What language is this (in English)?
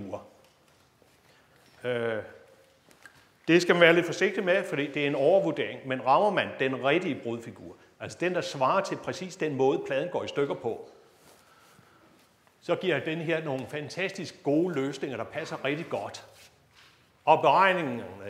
Danish